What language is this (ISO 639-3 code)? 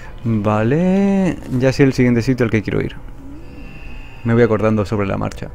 spa